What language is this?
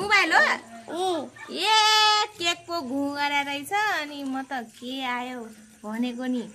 Nepali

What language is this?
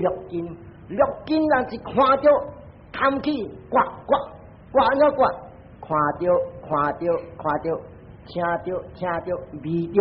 Min Nan Chinese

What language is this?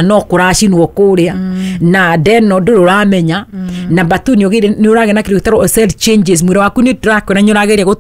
Kikuyu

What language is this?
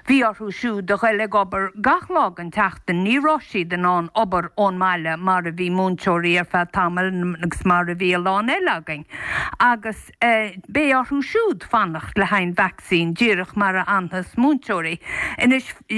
Irish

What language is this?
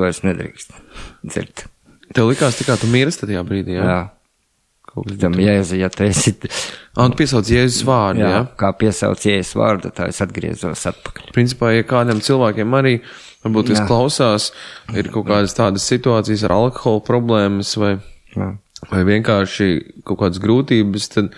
Latvian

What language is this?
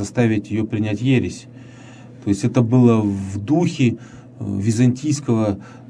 Russian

